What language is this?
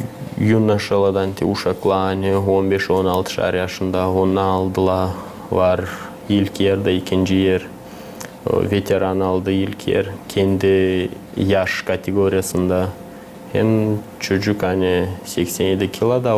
Gagauz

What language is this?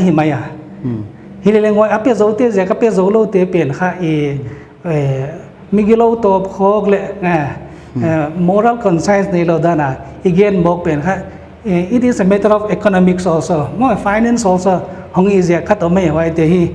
Paite Chin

